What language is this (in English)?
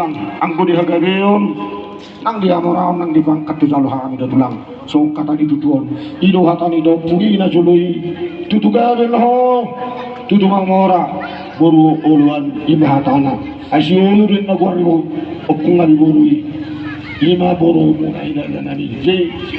Batak Toba